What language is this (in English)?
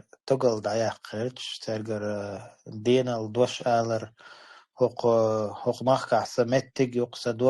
Chechen